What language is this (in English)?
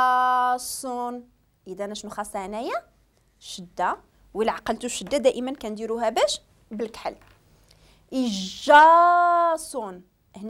Moroccan Arabic